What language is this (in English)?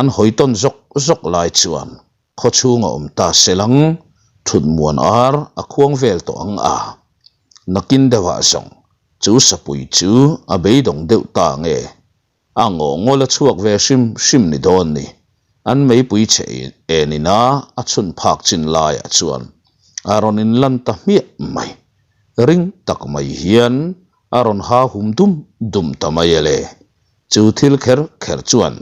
Mizo